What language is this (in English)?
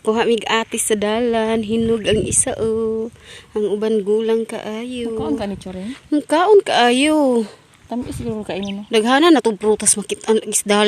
Cebuano